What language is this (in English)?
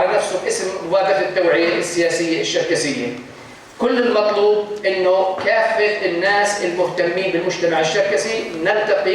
North Levantine Arabic